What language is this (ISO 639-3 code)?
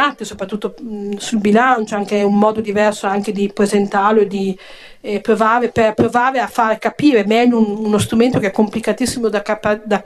ita